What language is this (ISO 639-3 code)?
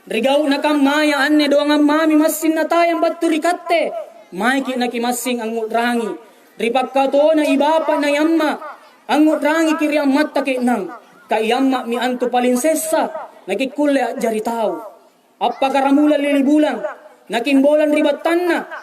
mak